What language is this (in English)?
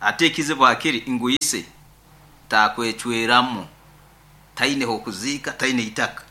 Nyoro